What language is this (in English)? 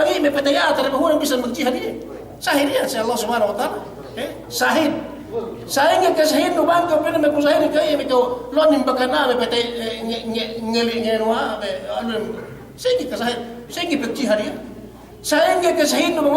Yakan